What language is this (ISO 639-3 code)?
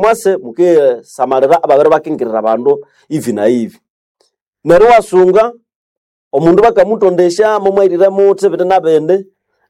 nnb